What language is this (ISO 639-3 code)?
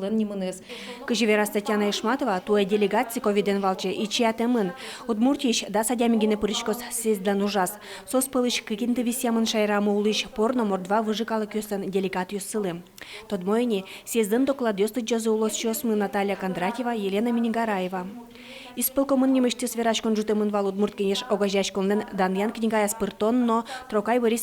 udm